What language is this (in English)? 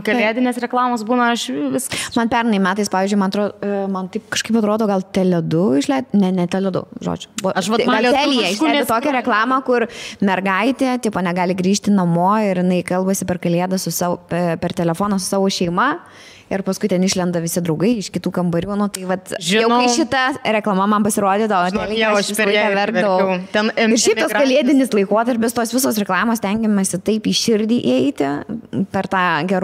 Lithuanian